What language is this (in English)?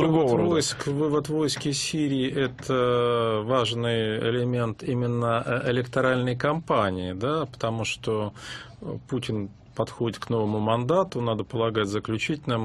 Russian